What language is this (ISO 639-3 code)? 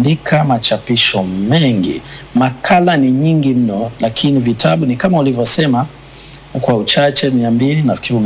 swa